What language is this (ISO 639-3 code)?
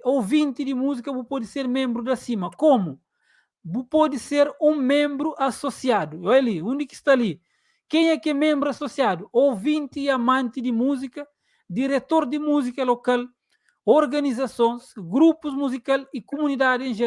kea